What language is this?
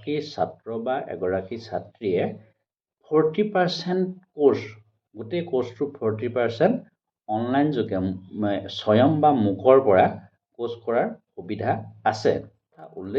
Assamese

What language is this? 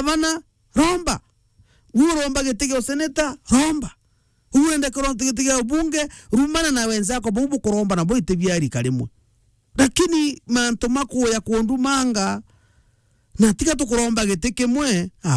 Meru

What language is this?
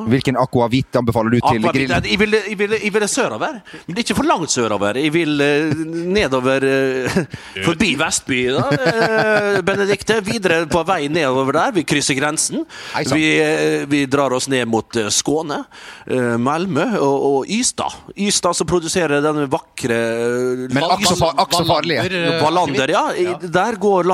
Norwegian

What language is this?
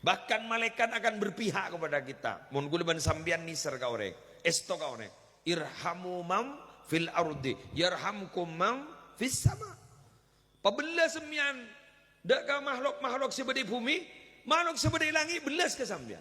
Madurese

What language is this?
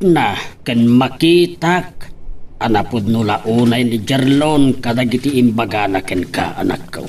Iloko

